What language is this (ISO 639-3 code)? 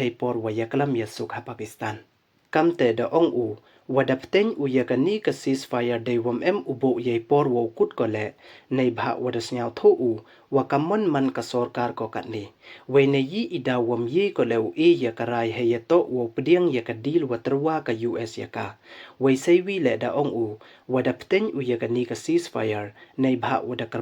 pbv